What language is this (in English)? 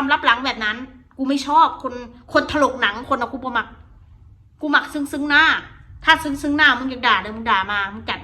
Northeastern Thai